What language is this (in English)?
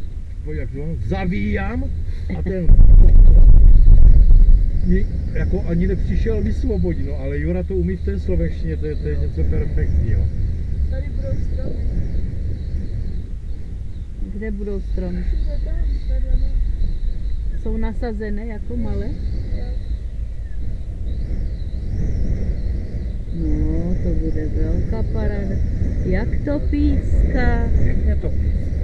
Czech